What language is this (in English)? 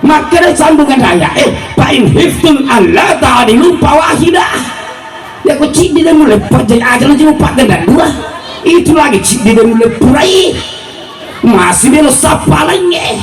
Buginese